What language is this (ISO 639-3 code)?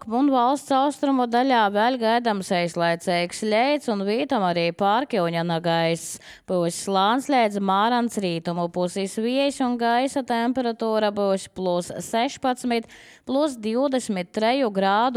lav